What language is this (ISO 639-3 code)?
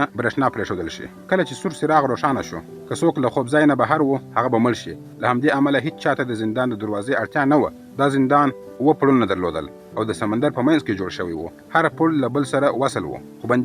pus